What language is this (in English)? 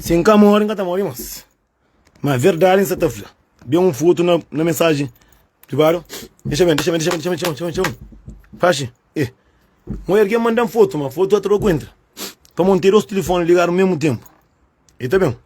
Kabuverdianu